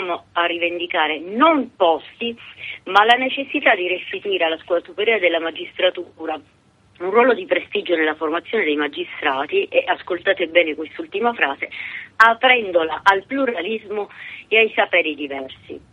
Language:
Italian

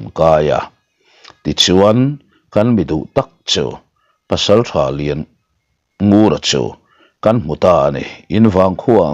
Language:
Mizo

